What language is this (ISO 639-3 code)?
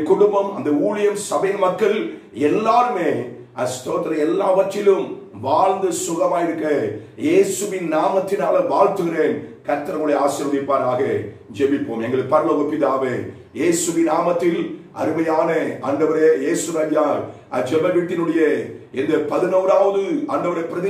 tam